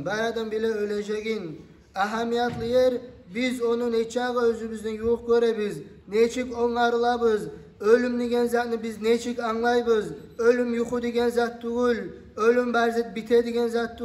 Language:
Kumyk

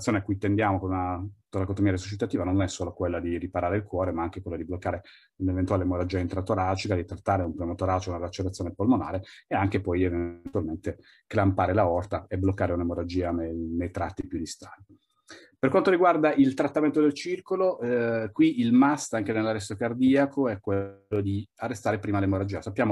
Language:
Italian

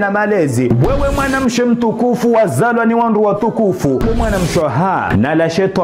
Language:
Swahili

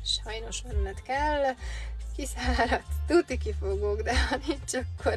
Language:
Hungarian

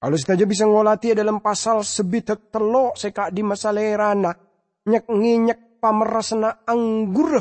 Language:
Madurese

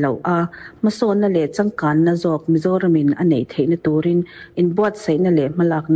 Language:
Mizo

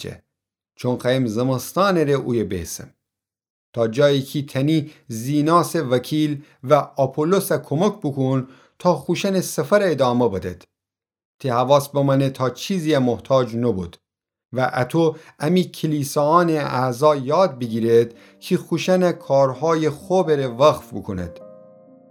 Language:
Gilaki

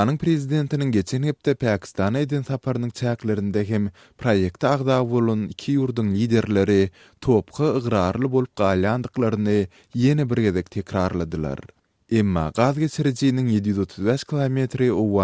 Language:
Turkmen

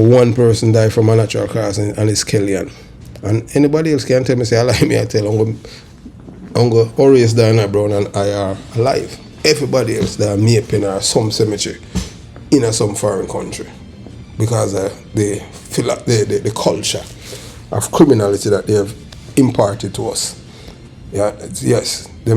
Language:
Jamaican Creole English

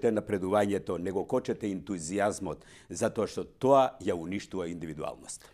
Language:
Macedonian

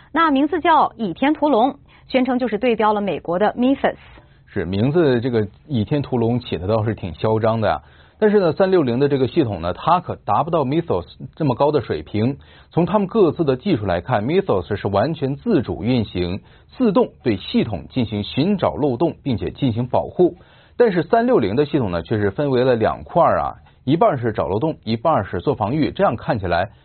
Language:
Chinese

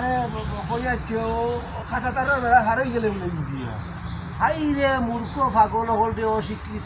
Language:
Sylheti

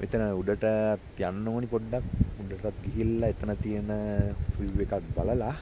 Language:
Sinhala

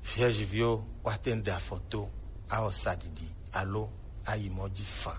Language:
Gen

